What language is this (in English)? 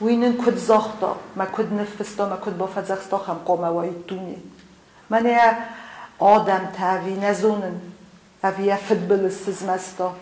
Ossetic